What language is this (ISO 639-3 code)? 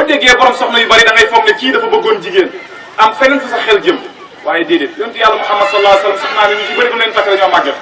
wol